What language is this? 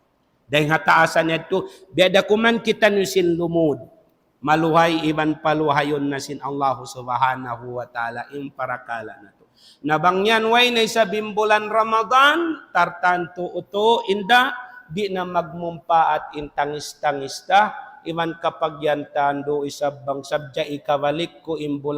Tausug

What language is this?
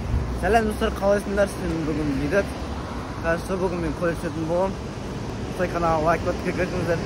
Kazakh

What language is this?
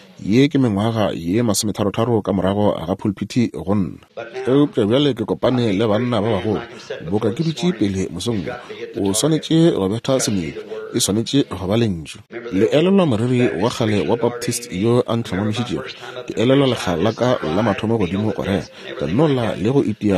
Northern Sotho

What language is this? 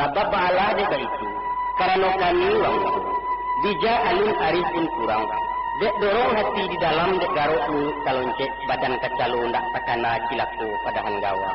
Minangkabau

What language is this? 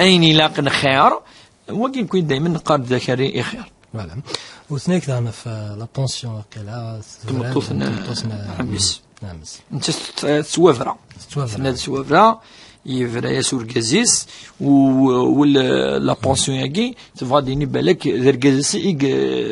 Kabyle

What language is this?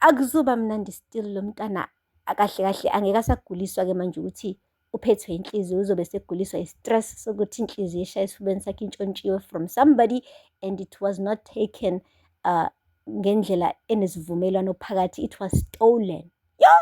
Zulu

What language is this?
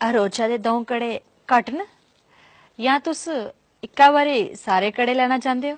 Dogri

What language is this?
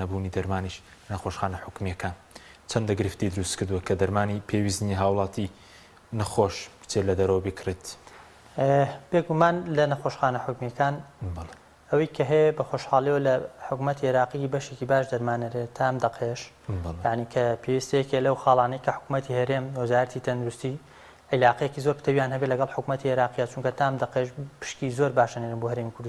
Central Kurdish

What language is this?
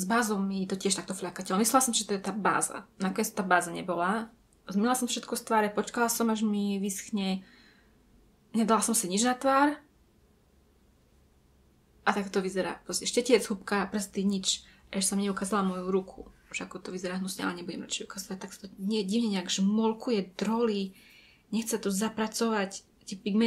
Slovak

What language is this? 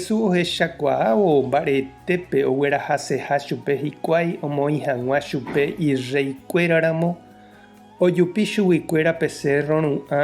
Guarani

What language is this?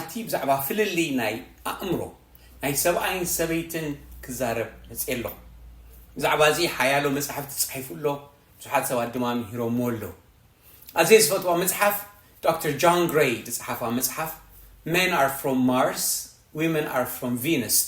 Tigrinya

